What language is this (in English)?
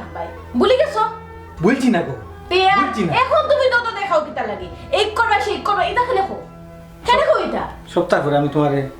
Sylheti